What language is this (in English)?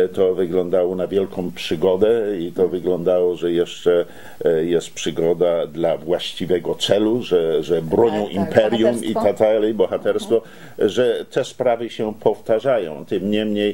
Polish